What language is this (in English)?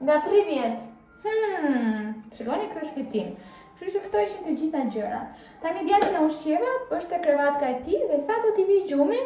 Albanian